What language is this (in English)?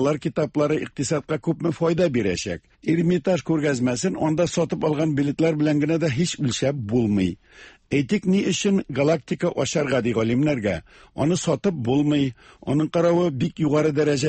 Tatar